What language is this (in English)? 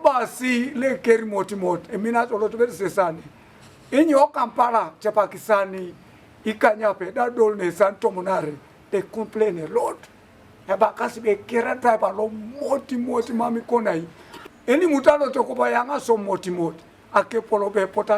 Teso